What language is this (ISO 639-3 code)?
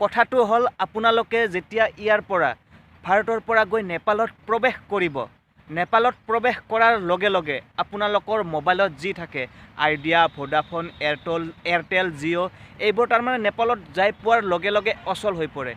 asm